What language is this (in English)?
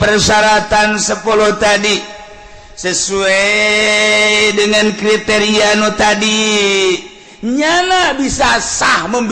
Sundanese